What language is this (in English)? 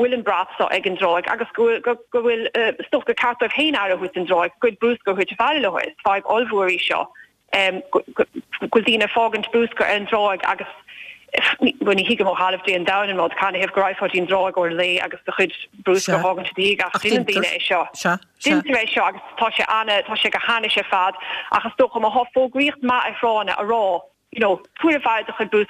Irish